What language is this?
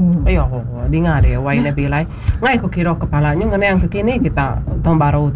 Iban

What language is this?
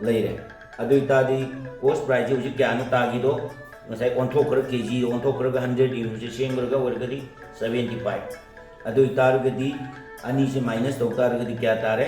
Manipuri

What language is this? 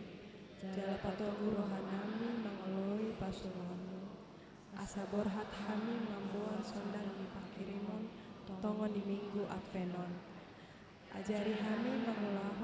Batak Toba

